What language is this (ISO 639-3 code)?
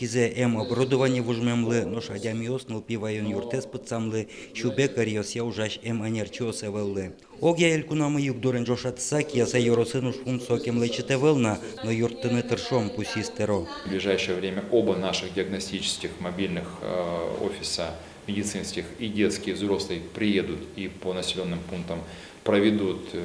udm